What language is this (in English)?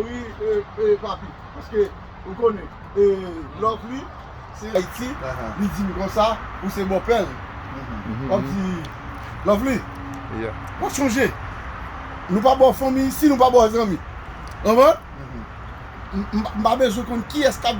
Haitian Creole